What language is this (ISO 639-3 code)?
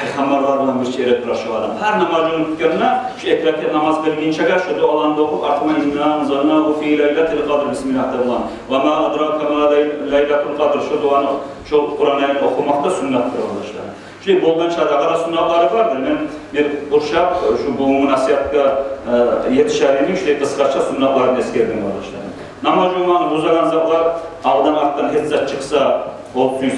kum